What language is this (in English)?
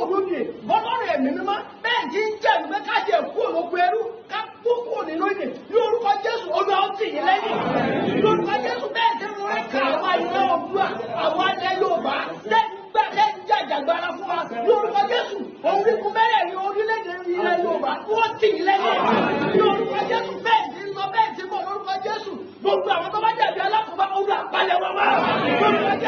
Yoruba